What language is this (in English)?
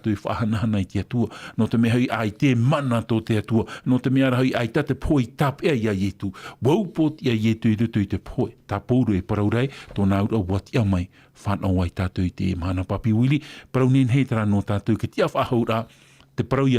Tahitian